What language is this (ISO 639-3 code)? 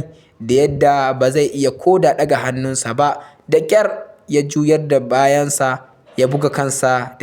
hau